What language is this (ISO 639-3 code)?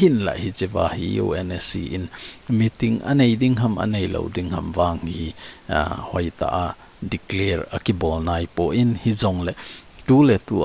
tcz